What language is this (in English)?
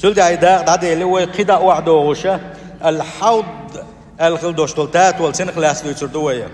Chechen